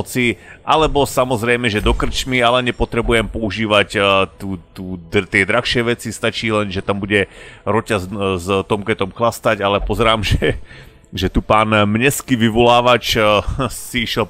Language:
Slovak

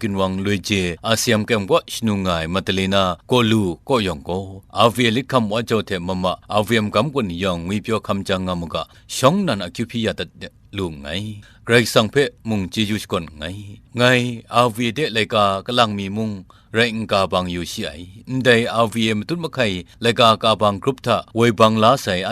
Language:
Kachin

